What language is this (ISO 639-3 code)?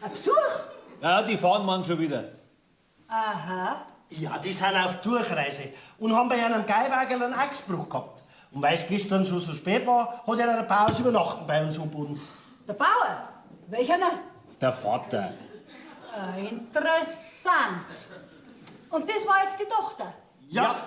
bar